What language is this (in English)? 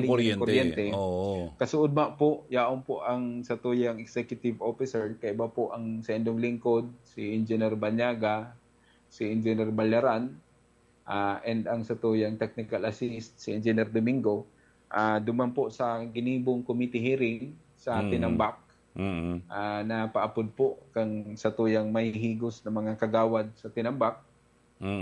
Bikol